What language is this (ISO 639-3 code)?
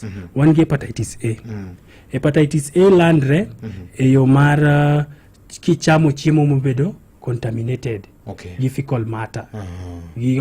luo